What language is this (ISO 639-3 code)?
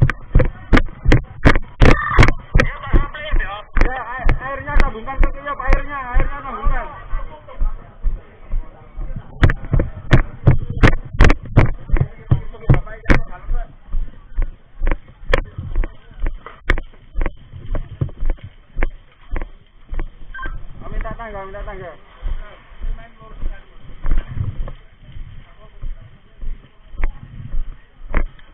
ind